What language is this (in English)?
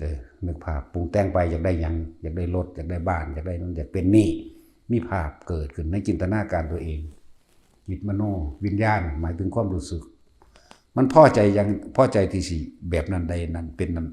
Lao